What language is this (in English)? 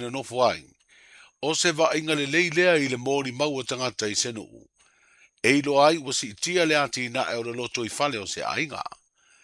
Samoan